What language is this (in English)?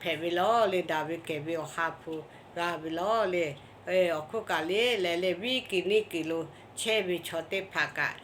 Lahu